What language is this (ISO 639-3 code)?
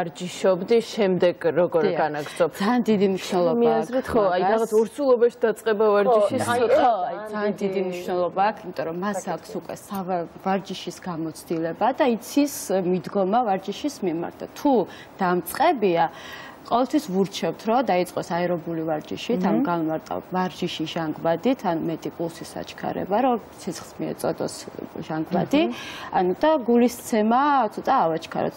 kat